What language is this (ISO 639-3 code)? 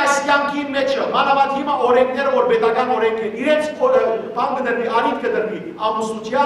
hyw